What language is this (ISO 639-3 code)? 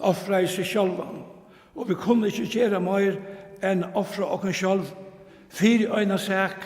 fao